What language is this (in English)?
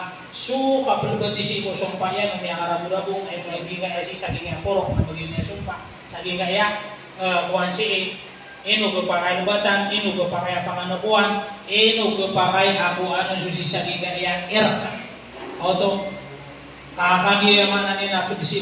Maranao